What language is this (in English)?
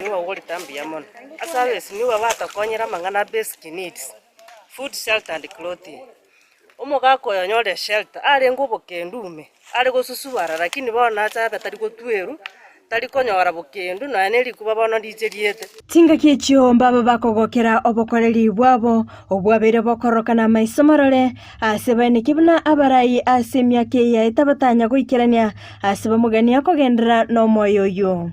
Gusii